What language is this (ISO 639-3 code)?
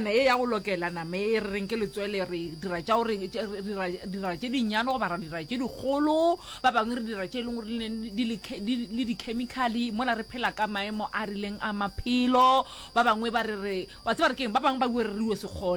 nso